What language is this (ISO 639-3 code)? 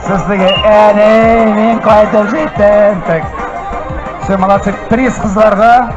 tat